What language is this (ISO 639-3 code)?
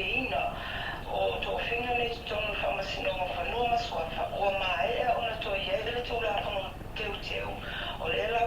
smo